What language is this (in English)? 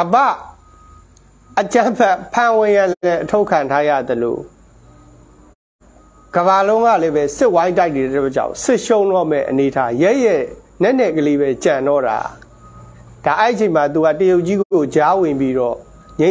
Burmese